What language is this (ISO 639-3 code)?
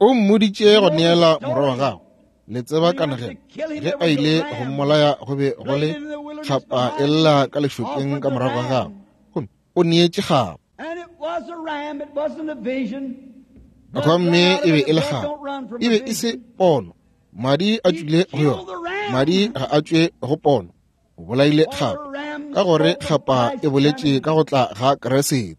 nso